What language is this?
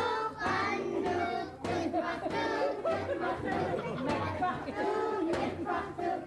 Central Yupik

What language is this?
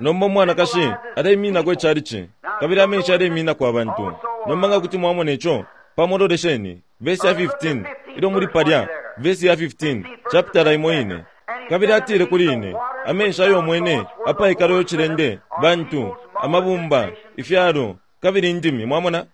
Bemba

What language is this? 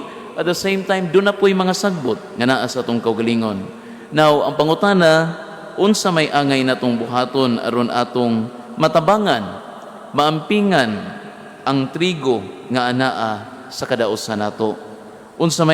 Cebuano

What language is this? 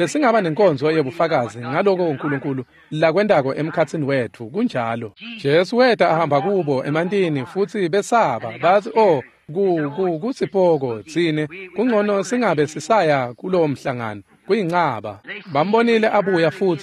Swati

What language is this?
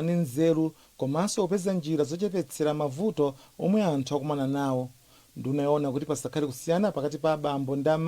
Nyanja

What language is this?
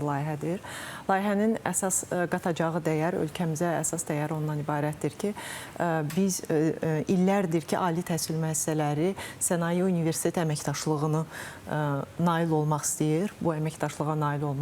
Azerbaijani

